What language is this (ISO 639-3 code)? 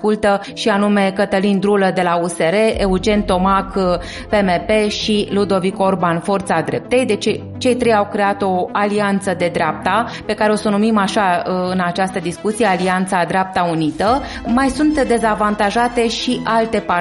ron